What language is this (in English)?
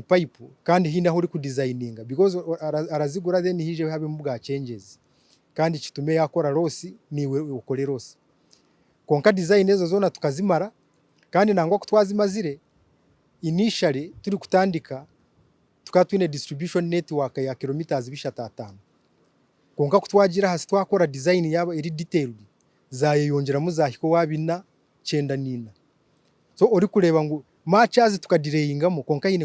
Nyankole